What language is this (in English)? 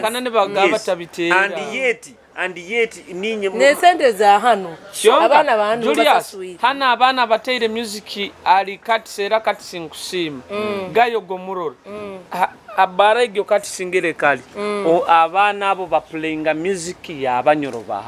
Nyoro